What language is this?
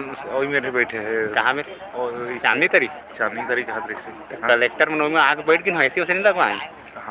Chhattisgarhi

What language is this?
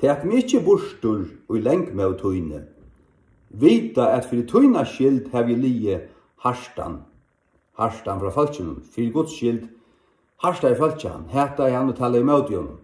Faroese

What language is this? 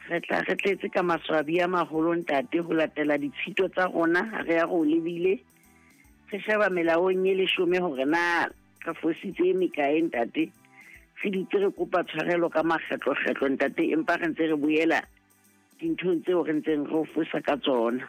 Southern Sotho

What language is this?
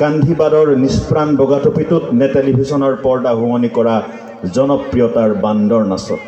Assamese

